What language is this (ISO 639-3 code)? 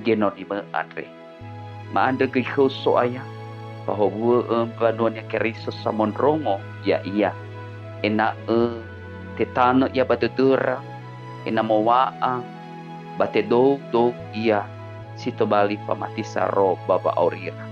nia